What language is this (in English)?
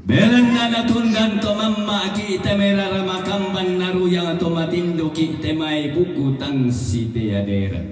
Toraja-Sa'dan